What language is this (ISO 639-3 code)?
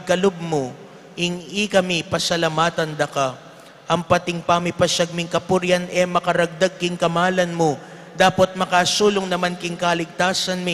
pam